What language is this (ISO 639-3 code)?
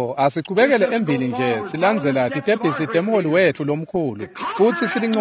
ssw